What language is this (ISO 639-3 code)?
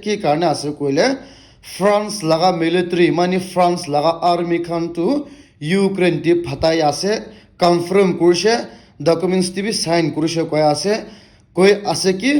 nag